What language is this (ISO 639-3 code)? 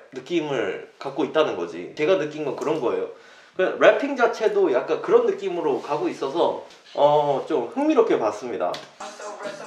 kor